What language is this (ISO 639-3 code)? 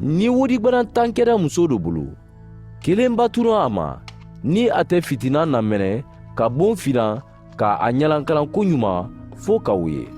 man